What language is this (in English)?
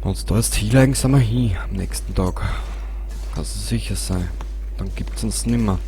Bavarian